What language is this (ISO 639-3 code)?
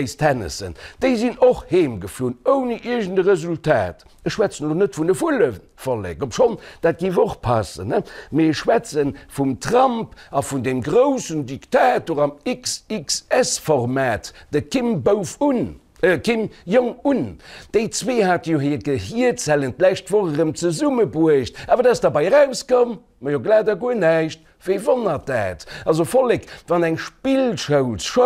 ltz